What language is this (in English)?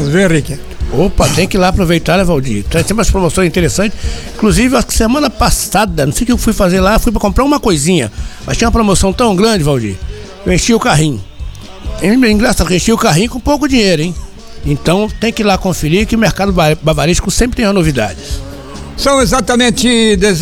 Portuguese